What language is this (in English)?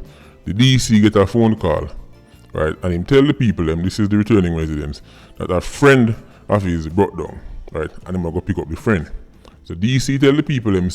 Jamaican Creole English